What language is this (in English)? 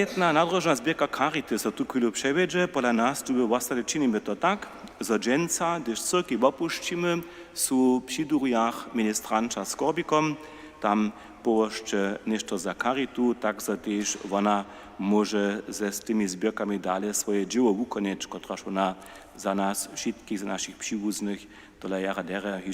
Upper Sorbian